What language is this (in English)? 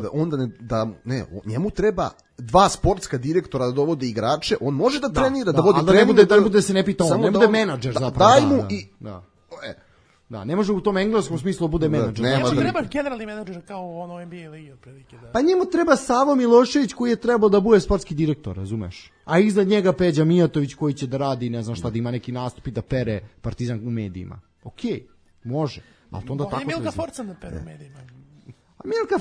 Serbian